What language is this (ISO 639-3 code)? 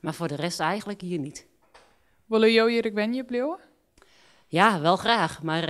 fry